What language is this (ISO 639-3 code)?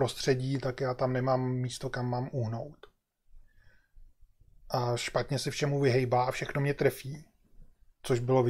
ces